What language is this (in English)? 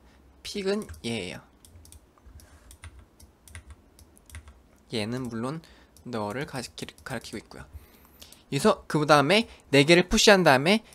Korean